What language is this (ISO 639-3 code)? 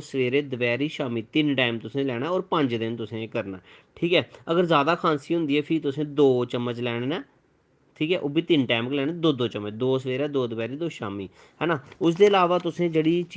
doi